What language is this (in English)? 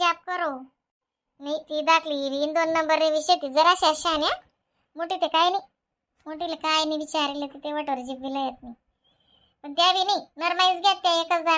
Khandesi